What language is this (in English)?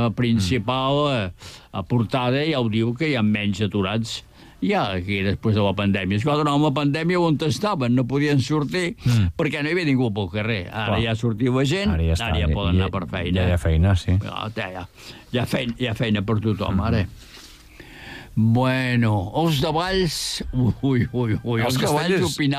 Catalan